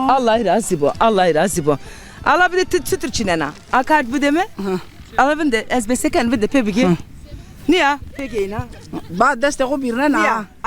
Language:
Zaza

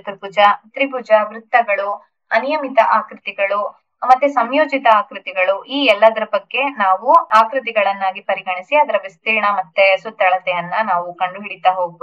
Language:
Kannada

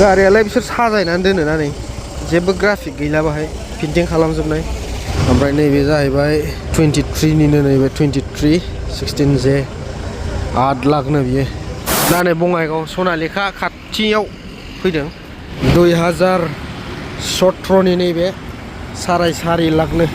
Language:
Bodo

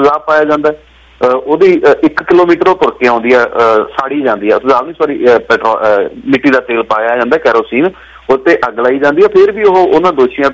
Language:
Punjabi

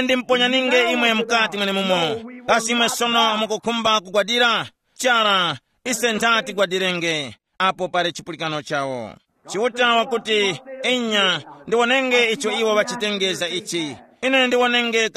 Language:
Tumbuka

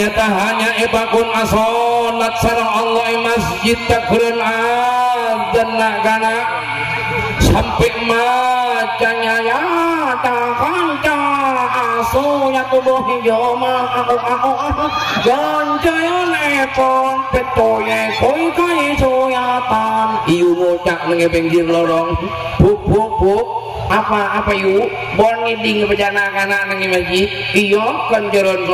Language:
Madurese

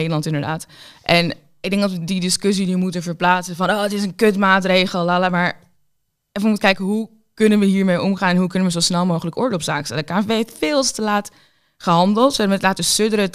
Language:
Dutch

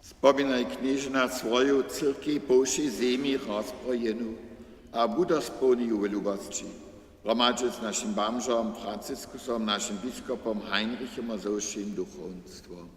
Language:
Upper Sorbian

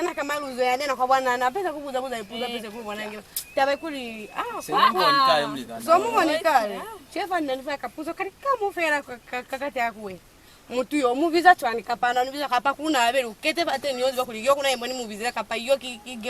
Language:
Lozi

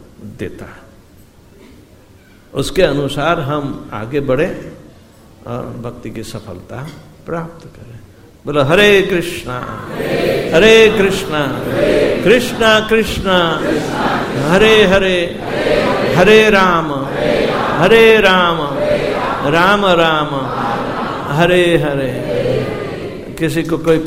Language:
Hindi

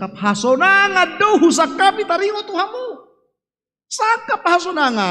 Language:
Batak Toba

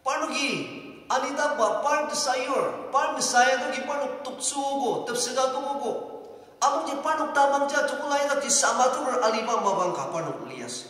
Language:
Ao Naga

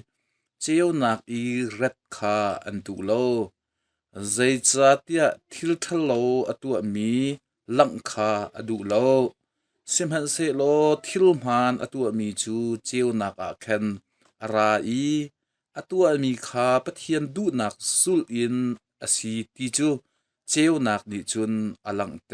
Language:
Hakha Chin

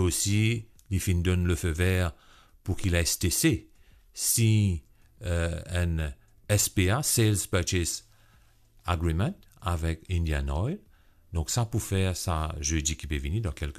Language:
Morisyen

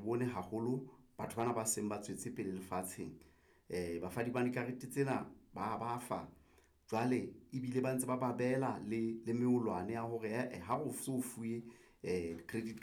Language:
Southern Sotho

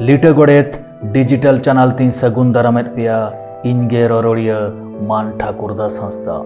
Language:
Santali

